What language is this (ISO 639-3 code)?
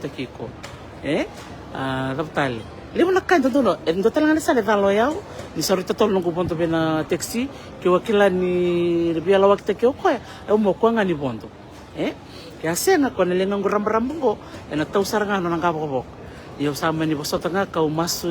fij